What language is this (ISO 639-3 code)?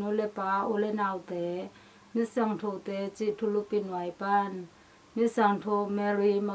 ctd